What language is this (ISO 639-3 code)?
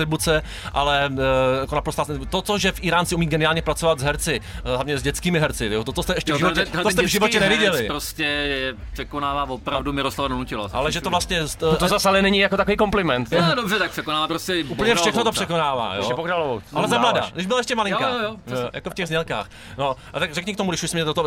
ces